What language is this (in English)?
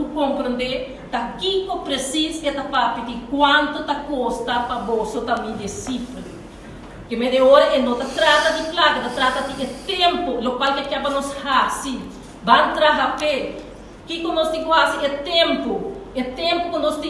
Papiamento